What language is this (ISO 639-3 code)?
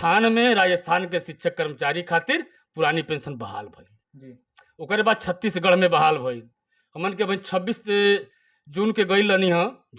bho